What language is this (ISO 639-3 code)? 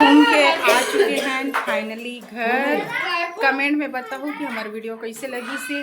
hne